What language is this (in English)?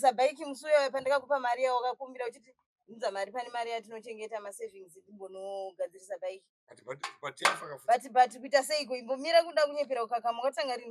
Shona